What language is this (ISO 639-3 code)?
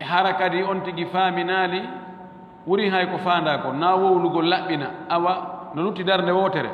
ful